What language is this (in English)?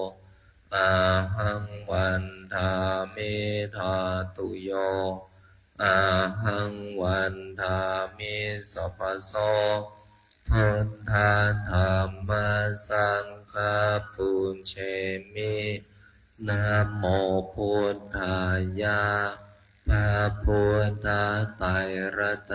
Pali